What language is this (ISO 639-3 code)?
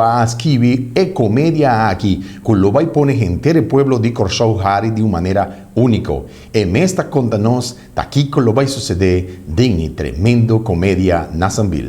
pap